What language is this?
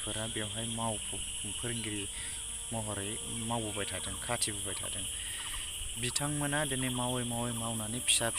Bodo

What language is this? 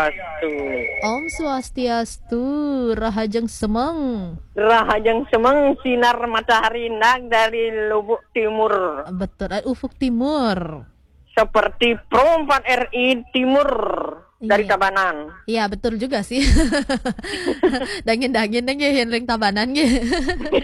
Balinese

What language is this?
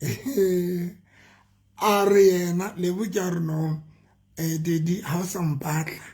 Southern Sotho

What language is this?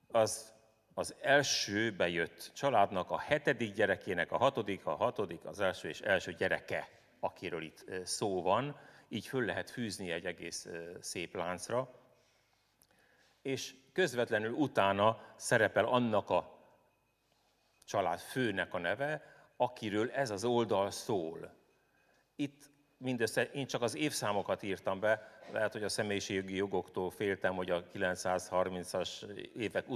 Hungarian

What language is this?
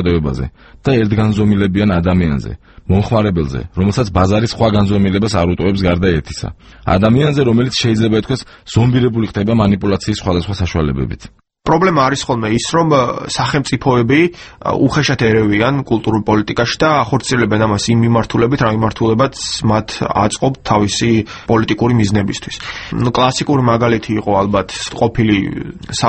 Georgian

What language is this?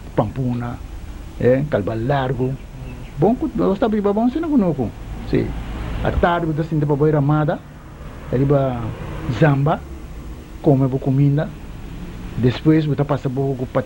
Papiamento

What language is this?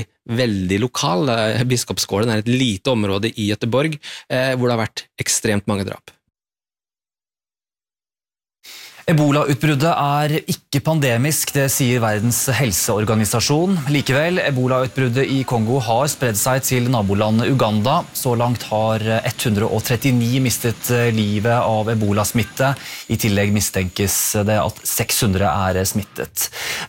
Norwegian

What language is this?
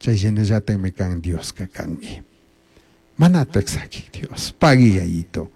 Chimborazo Highland Quichua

